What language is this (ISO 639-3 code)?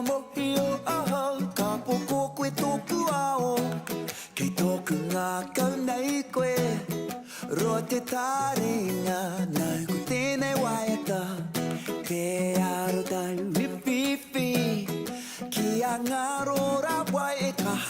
mri